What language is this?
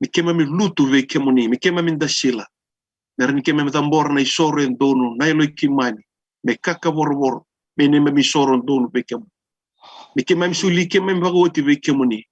Fijian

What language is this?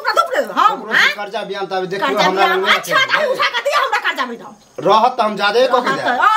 Maithili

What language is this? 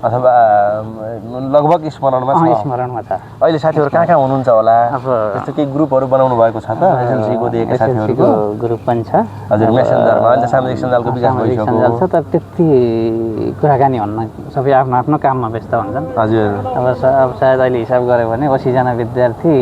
Nepali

